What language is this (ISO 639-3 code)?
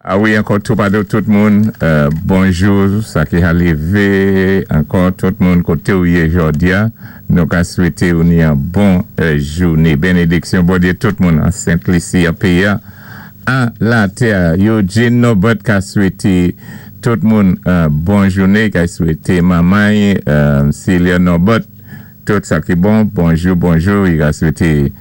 acf